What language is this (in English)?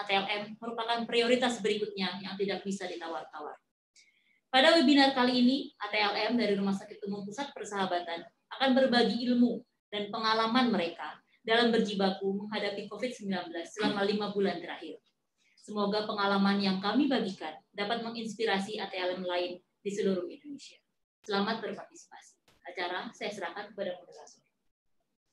Indonesian